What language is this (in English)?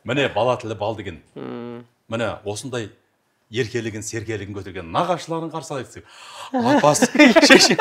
Kazakh